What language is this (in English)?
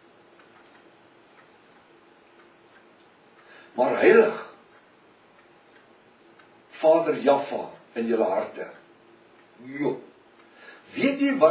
Afrikaans